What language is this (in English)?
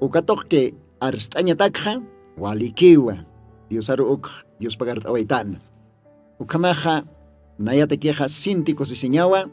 Aymara